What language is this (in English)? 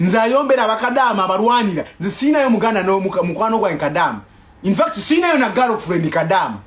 Ganda